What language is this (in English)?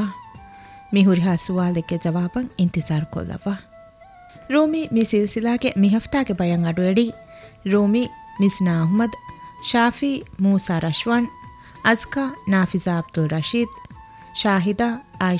Divehi